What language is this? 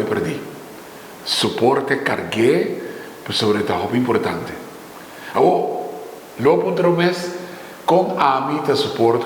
Papiamento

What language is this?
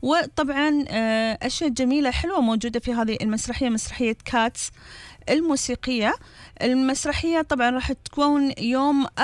Gulf Arabic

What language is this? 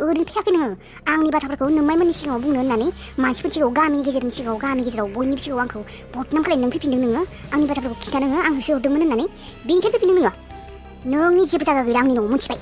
Bodo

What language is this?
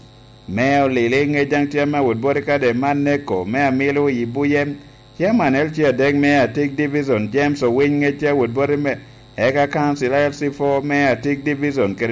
Lango (Uganda)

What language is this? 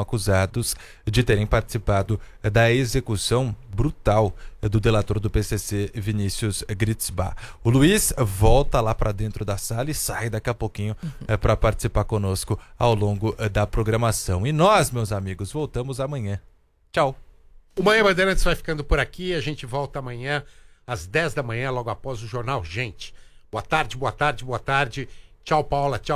Portuguese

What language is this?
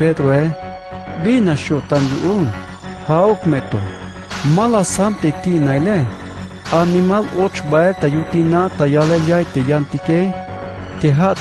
Tzeltal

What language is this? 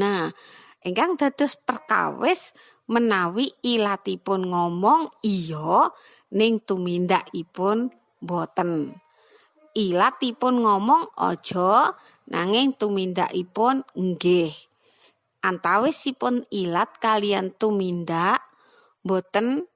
Javanese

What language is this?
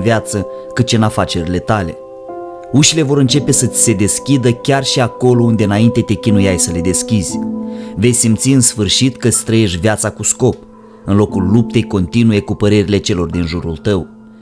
Romanian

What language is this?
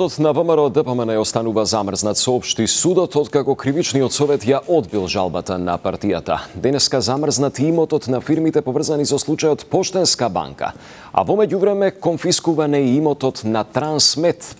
Macedonian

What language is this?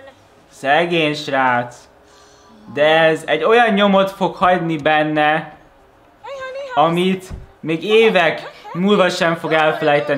Hungarian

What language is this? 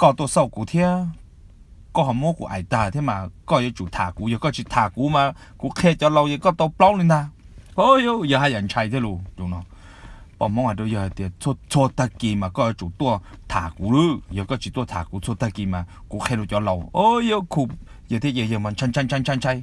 Hmong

